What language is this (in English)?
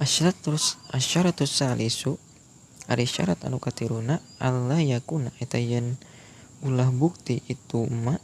Sundanese